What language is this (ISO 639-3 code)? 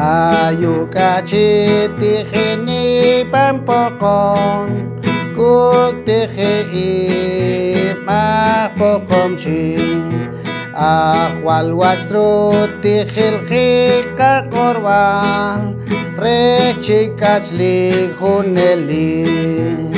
poh